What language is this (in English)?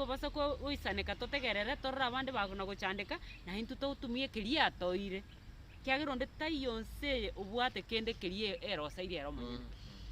Gusii